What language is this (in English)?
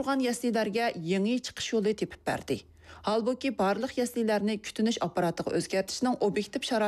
Uyghur